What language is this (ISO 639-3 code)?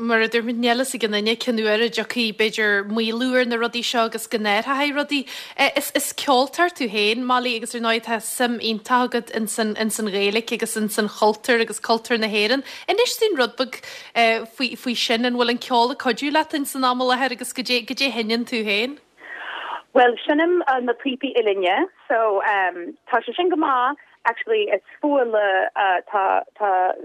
gle